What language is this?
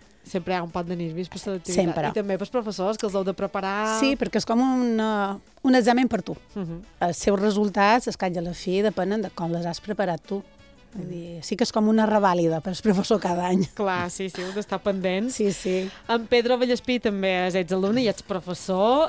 Catalan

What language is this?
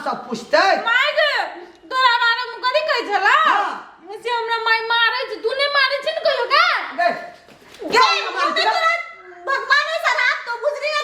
Maithili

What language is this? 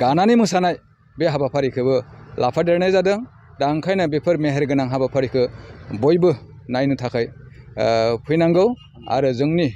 Bodo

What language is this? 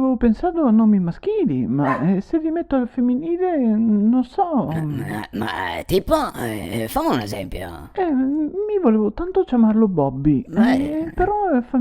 Venetian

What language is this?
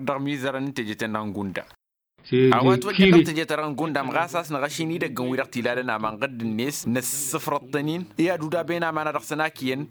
Tamasheq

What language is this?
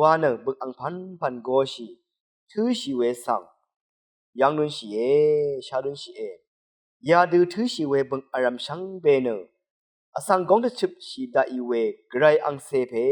Rawang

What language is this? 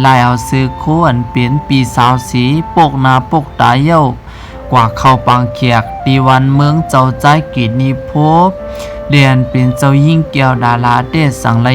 Shan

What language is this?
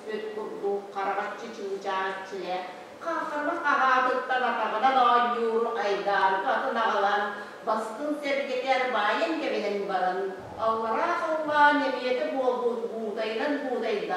Yakut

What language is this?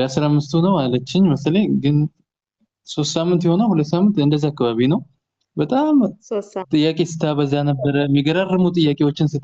Amharic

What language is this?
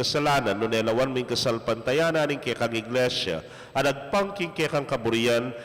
Pampanga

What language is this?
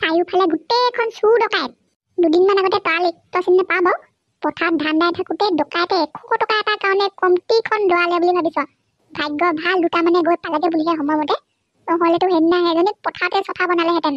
Assamese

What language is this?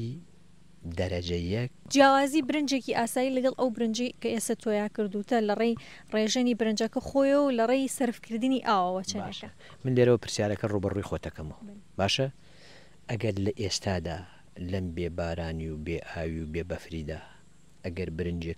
Central Kurdish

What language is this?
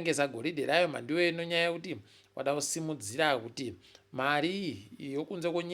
Ndau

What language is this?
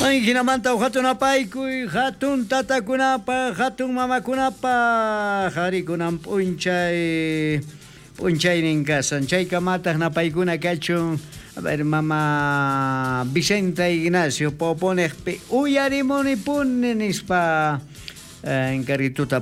South Bolivian Quechua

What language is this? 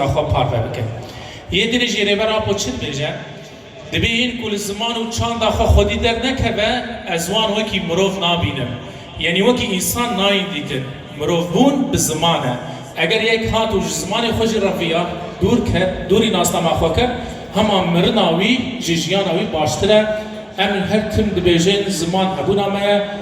Kurdish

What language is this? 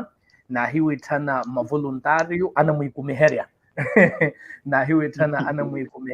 Makhuwa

